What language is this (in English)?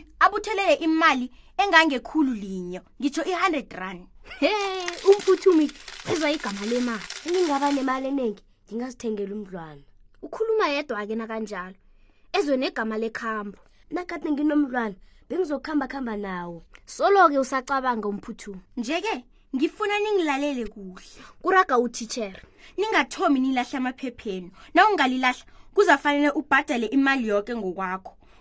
South Ndebele